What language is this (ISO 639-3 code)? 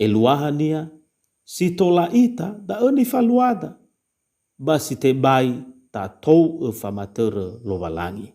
nia